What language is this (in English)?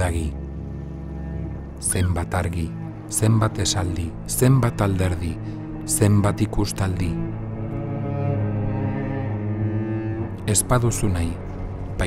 Basque